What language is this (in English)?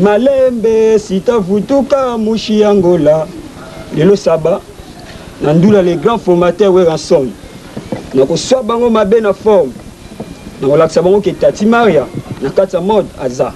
Lingala